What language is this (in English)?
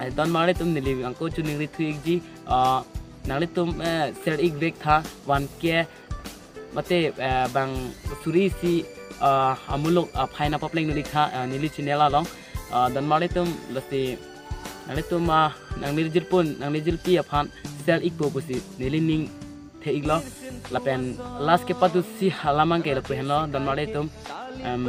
Karbi